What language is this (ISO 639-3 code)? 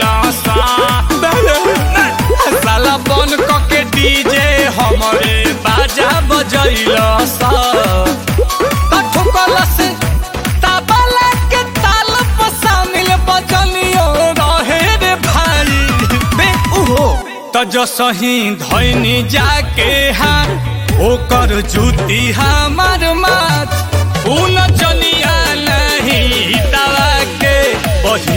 bho